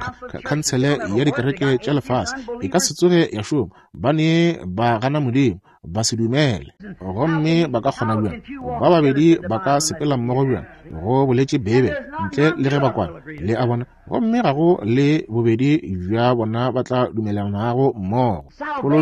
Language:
Northern Sotho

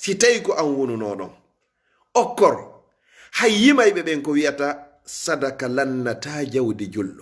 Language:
Fula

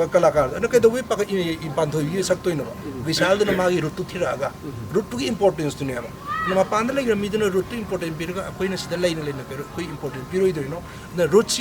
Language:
Manipuri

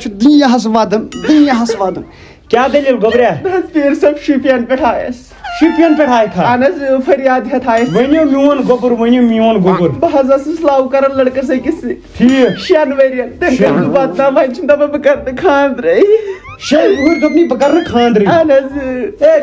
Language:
Kashmiri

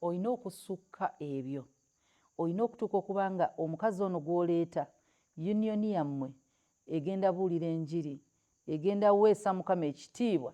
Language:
Ganda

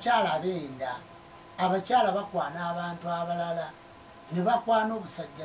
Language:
Ganda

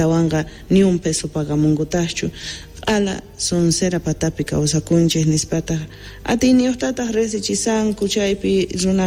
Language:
South Bolivian Quechua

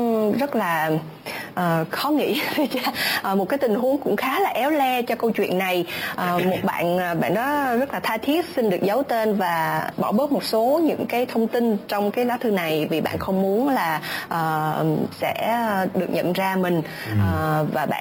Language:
Vietnamese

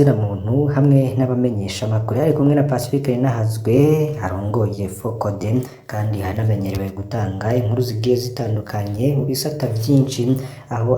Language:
Rundi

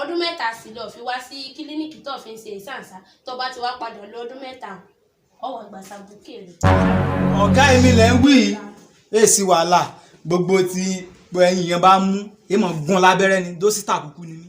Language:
Yoruba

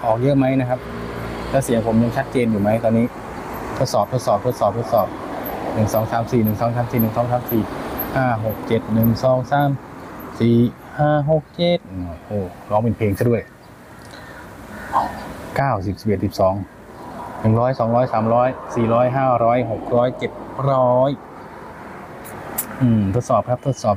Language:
Thai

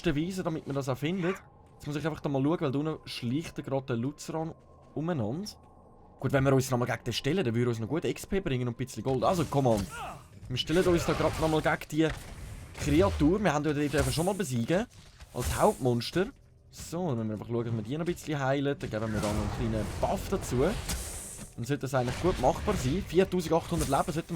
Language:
Swiss German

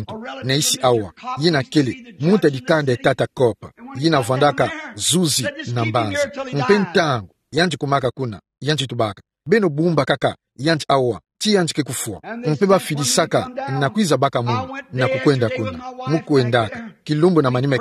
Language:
Kituba (Democratic Republic of Congo)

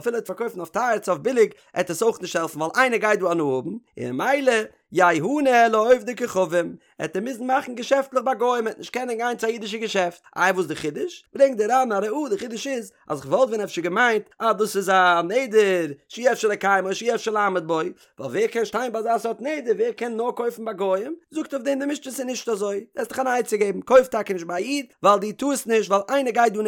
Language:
Yiddish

